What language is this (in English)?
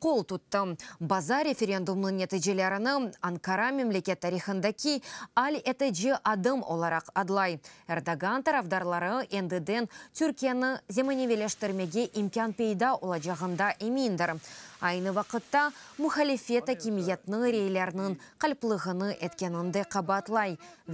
Crimean Tatar